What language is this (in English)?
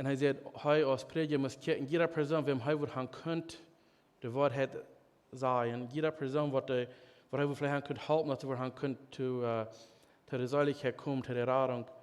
Plautdietsch